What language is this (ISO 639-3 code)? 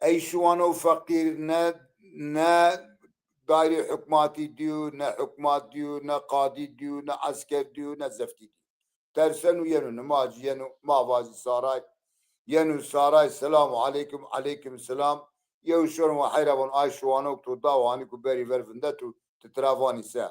zza